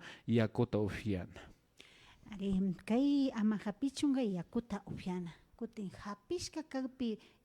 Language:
Imbabura Highland Quichua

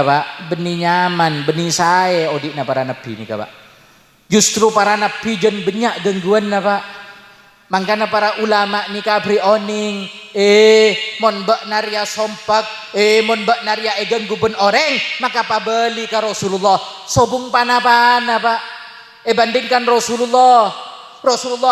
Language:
Madurese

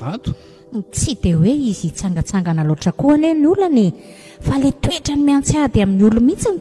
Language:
Malagasy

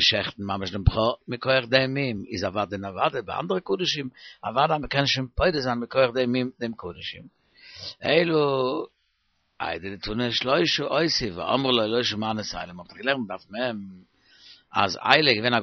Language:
Yiddish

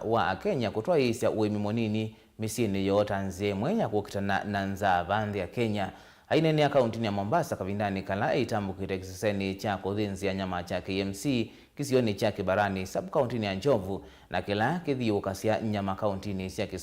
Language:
Kamba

